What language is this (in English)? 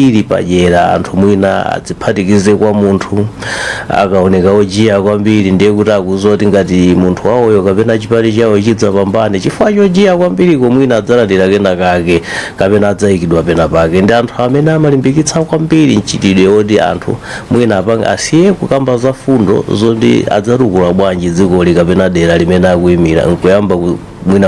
Nyanja